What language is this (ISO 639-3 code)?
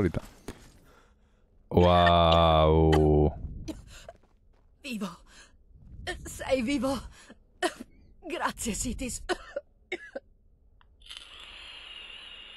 ita